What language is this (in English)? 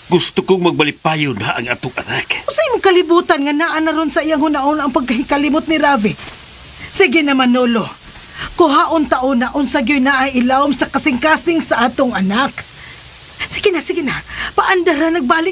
Cebuano